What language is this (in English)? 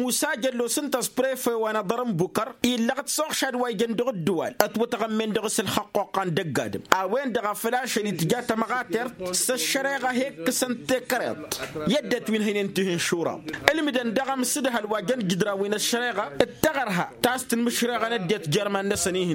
Tamasheq